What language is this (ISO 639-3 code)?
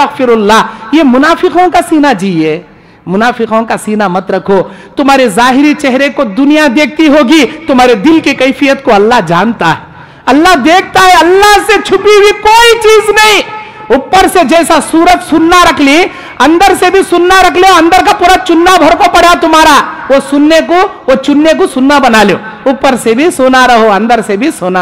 urd